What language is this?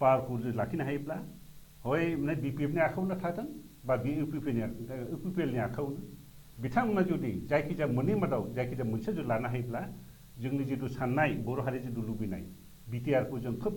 Bodo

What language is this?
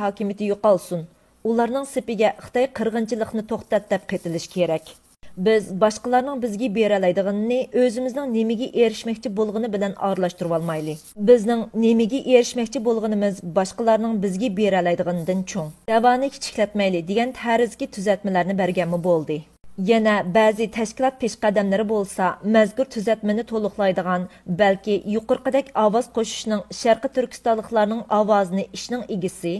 Uyghur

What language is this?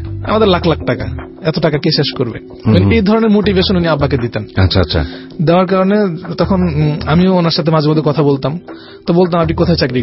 Bangla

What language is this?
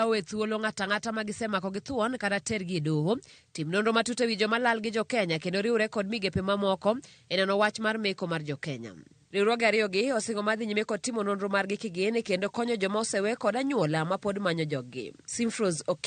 Luo (Kenya and Tanzania)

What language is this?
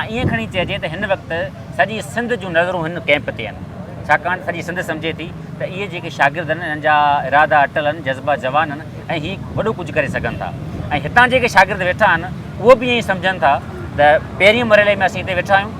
Sindhi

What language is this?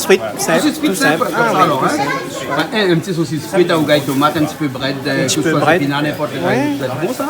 Réunion Creole French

